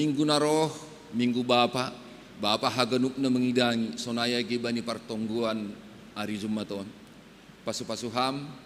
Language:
Batak Simalungun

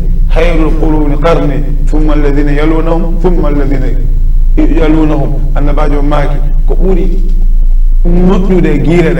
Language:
Fula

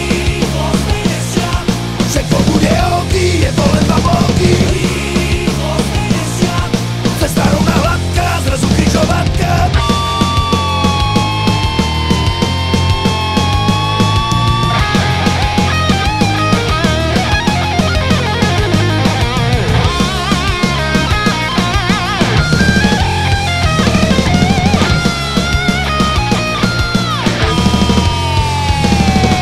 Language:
Slovak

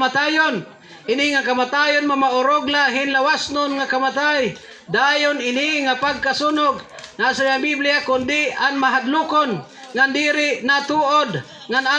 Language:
Waray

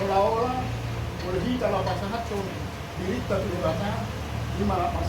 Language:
Batak Toba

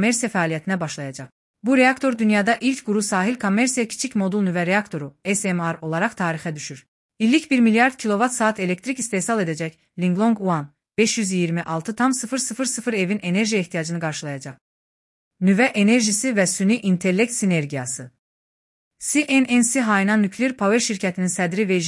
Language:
Azerbaijani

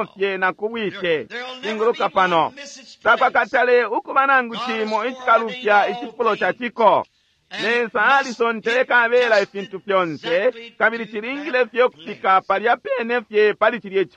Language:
Bemba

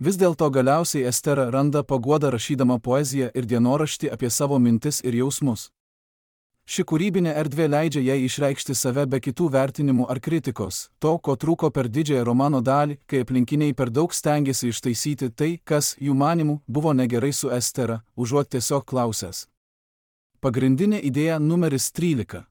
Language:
Lithuanian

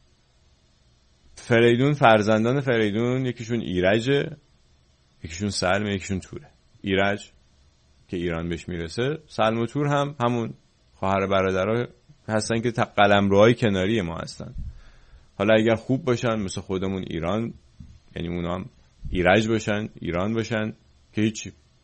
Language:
Persian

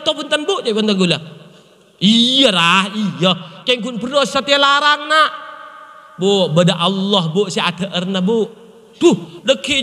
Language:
Madurese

